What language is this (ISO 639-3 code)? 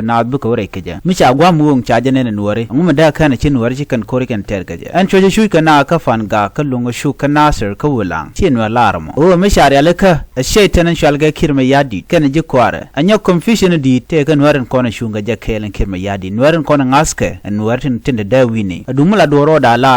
nus